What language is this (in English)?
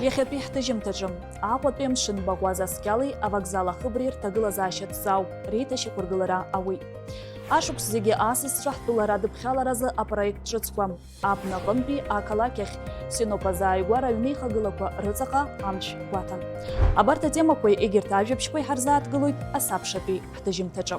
Abkhazian